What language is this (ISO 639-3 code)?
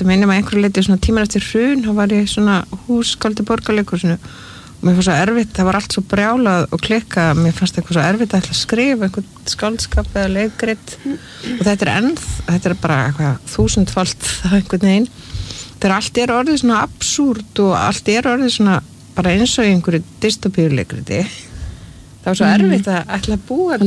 isl